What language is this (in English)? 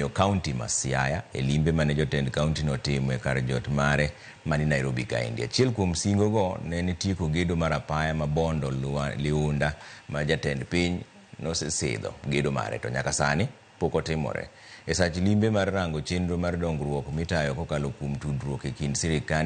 Luo (Kenya and Tanzania)